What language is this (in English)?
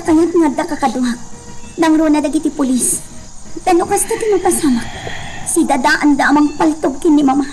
Iloko